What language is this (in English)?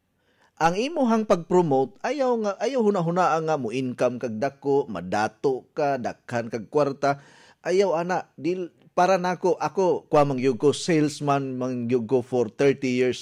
Cebuano